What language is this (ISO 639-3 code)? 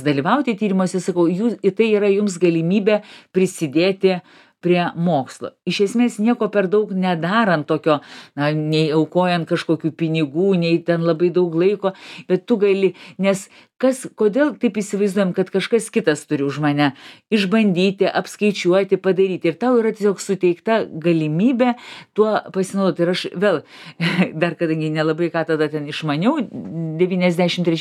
lit